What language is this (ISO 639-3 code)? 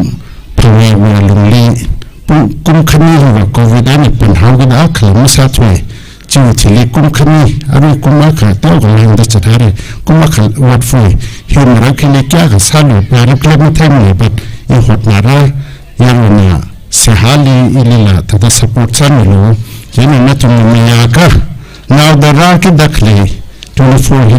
nmf